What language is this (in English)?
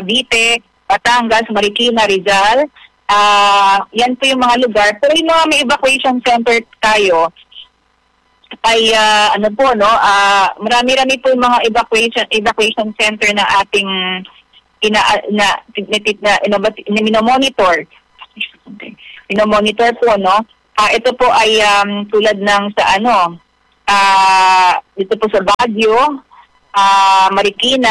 Filipino